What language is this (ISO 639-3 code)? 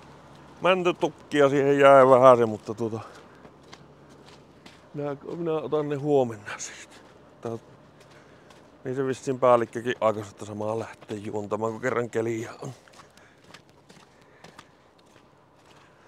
fin